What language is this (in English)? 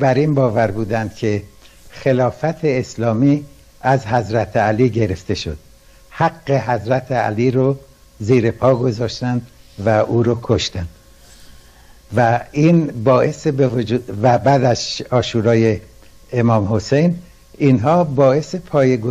Persian